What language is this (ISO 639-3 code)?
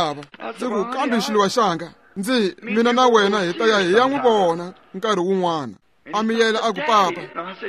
tso